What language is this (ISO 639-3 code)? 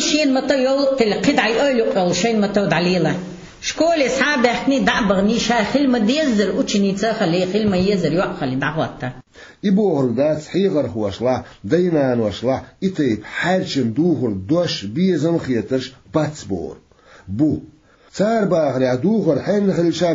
che